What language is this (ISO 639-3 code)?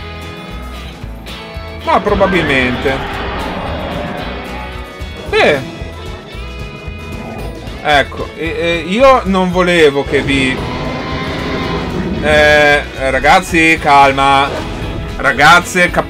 ita